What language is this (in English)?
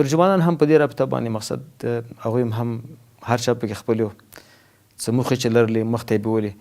Pashto